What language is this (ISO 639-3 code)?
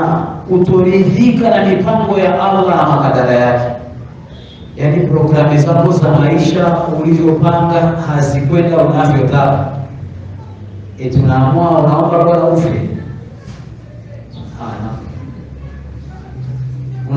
swa